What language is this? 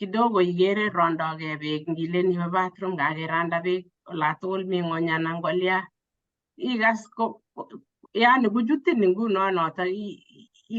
Kalenjin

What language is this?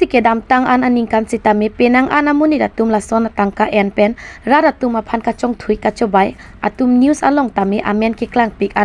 Karbi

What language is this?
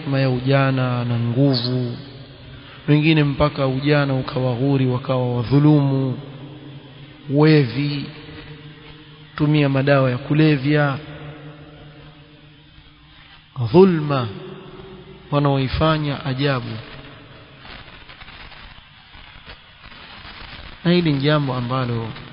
Swahili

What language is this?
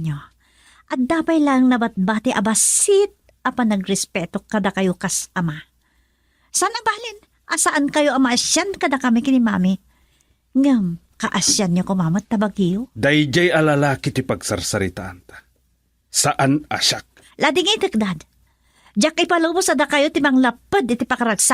Iloko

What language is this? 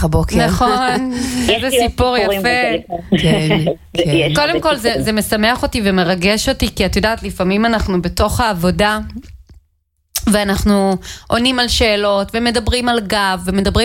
Hebrew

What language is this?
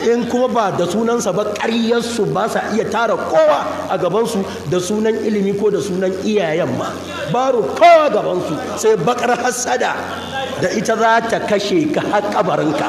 Hausa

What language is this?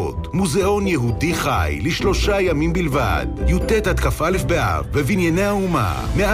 Hebrew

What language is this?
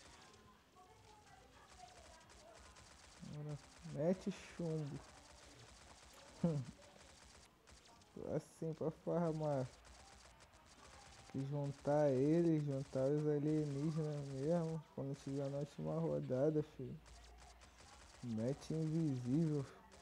Portuguese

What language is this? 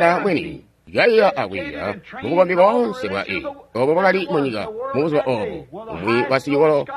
Tonga (Zambia)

